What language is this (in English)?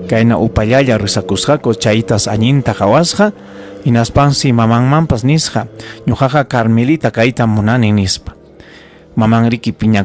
Ayacucho Quechua